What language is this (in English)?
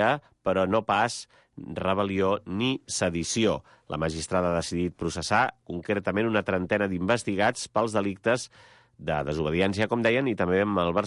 Catalan